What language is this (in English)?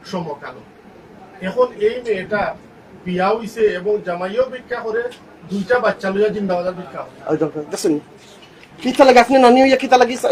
Sylheti